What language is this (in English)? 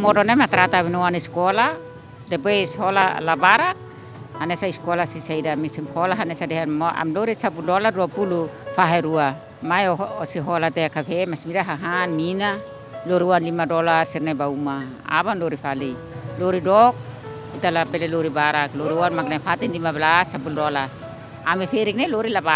Tetum